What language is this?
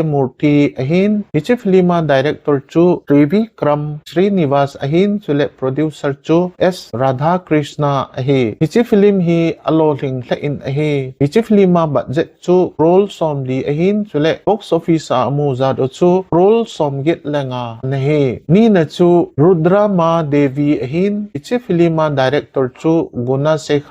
Thado Chin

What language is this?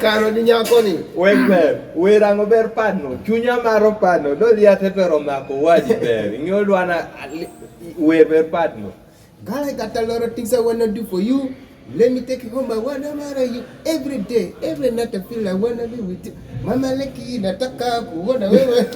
Kumam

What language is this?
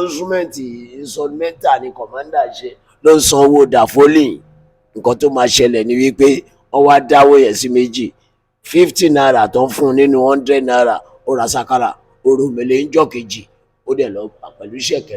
Yoruba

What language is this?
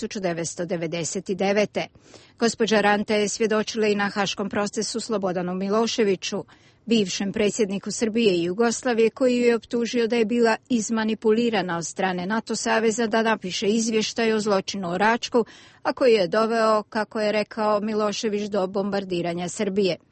Bosnian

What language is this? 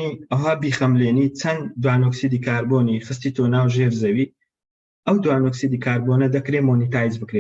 Central Kurdish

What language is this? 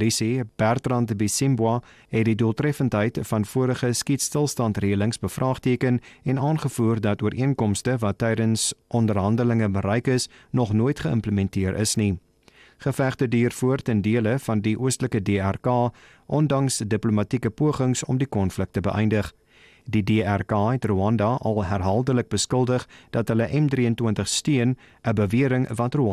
Afrikaans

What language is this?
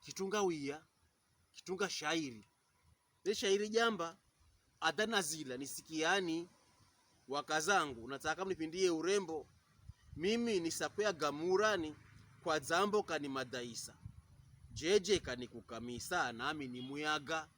Pokomo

